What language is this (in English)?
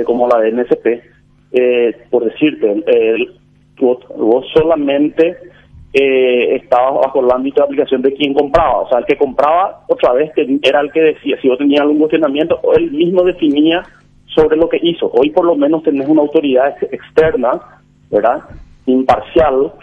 Spanish